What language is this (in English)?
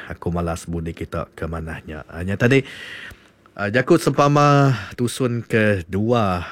Iban